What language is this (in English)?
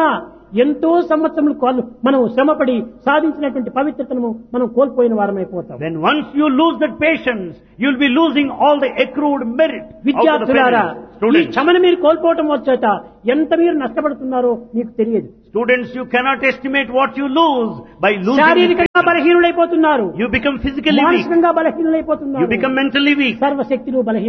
Telugu